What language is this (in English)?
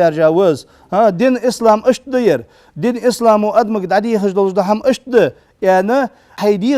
Ingush